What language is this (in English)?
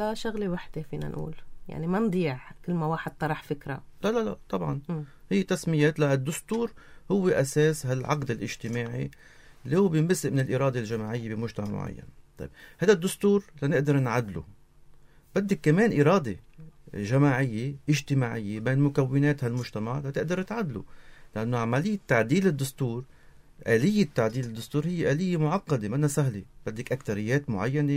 North Levantine Arabic